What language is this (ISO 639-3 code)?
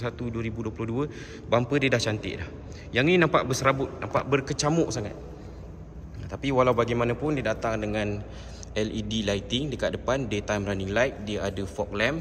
msa